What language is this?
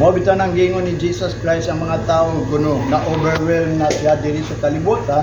Cebuano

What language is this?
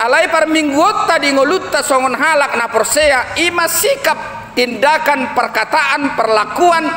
Batak Toba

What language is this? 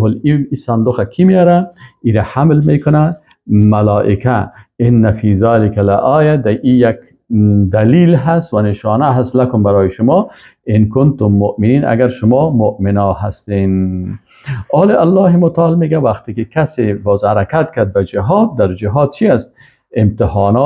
Persian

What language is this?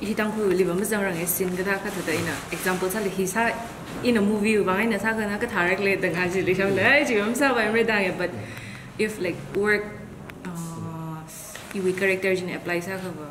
Tangkhul Naga (India)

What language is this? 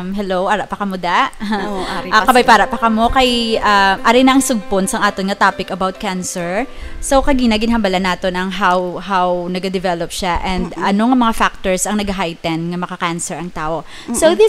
Hiligaynon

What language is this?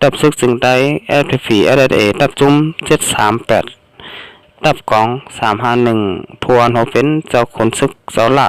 Shan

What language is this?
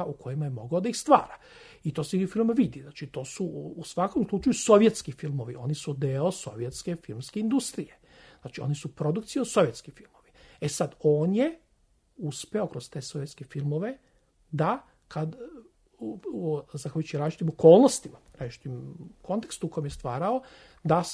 Serbian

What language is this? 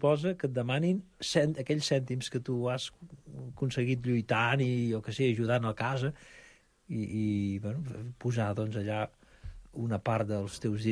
Catalan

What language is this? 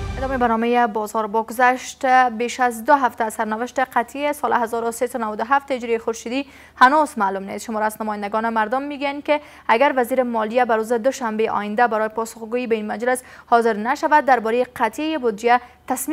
Persian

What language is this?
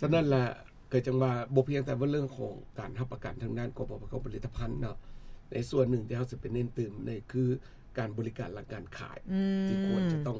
Lao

